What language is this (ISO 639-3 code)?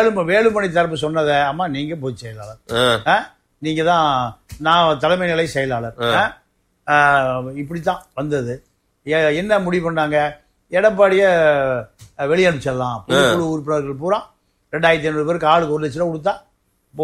tam